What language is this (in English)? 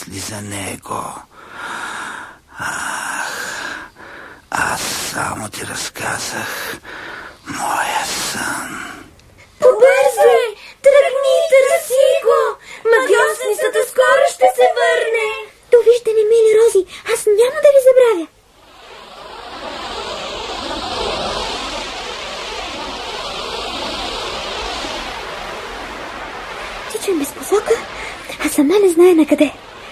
Bulgarian